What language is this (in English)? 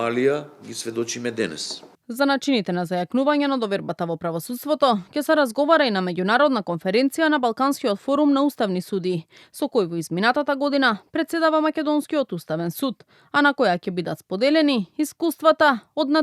Macedonian